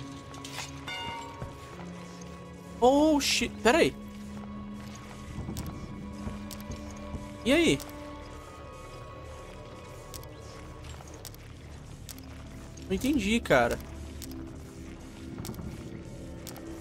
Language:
Portuguese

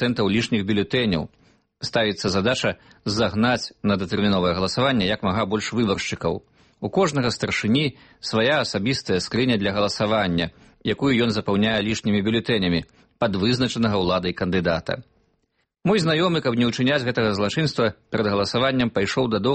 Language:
Belarusian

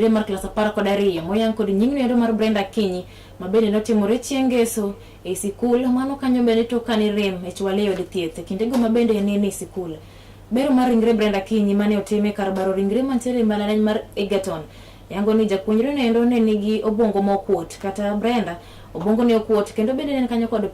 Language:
Luo (Kenya and Tanzania)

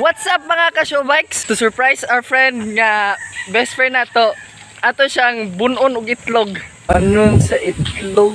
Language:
Cebuano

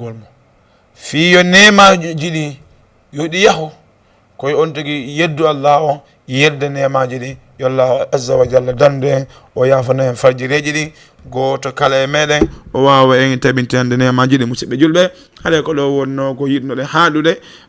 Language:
Fula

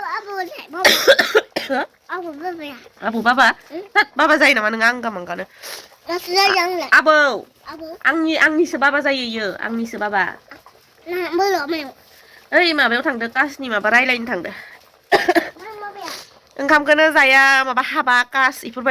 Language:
Bodo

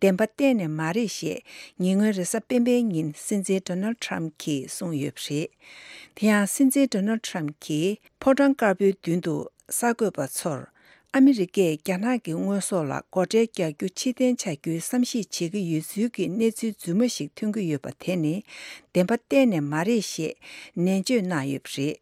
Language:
Tibetan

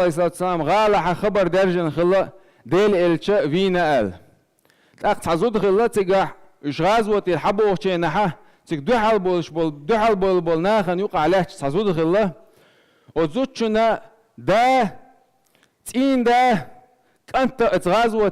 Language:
Chechen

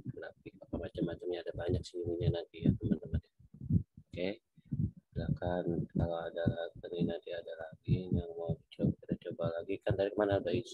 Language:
Indonesian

